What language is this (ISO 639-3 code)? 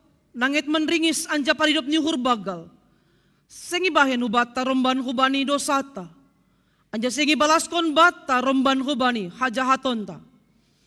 bts